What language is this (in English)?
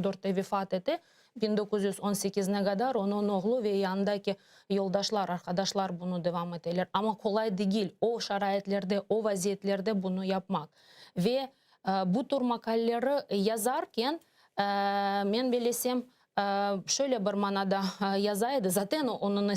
Crimean Tatar